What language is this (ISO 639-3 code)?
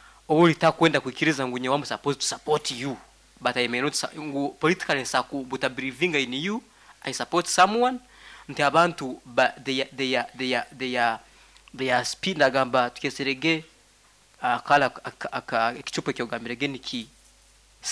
nyn